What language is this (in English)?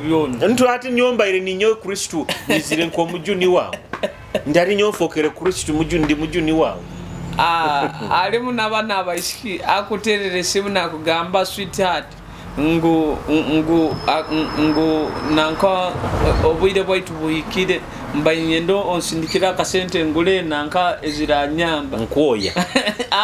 Nyoro